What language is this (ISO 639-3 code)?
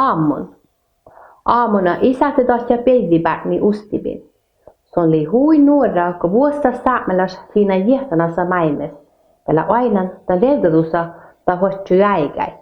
sme